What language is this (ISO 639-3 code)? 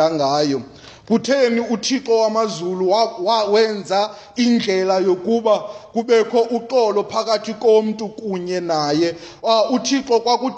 xho